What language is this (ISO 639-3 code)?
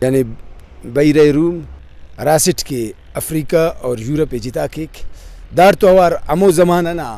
brh